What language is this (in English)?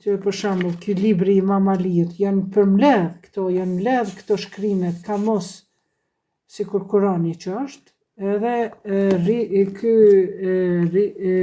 Albanian